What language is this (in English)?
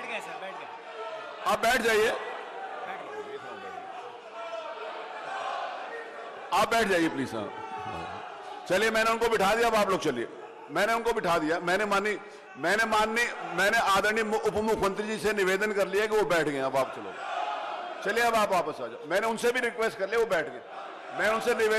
Hindi